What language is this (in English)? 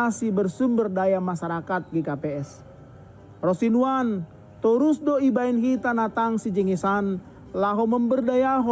Batak Simalungun